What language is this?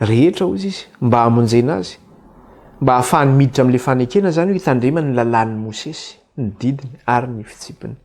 Malagasy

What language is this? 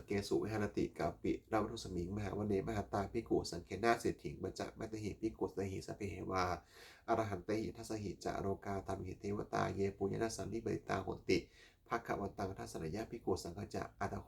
Pali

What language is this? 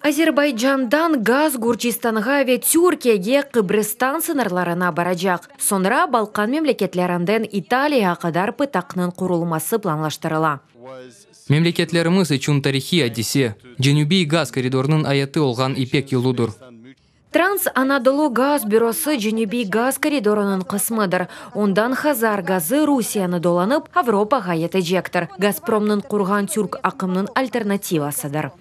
Crimean Tatar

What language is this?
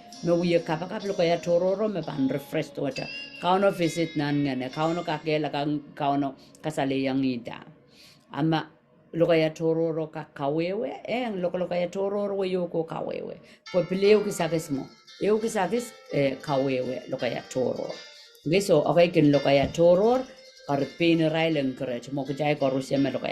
Pohnpeian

